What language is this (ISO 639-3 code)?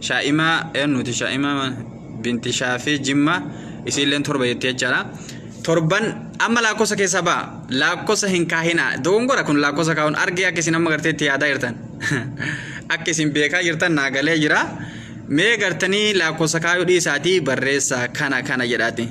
orm